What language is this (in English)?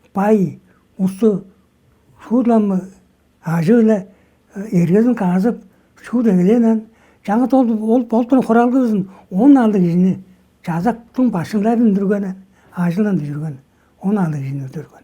Tuvinian